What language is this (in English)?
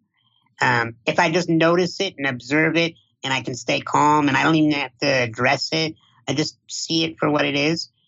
English